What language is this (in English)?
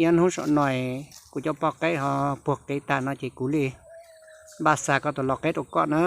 Hmong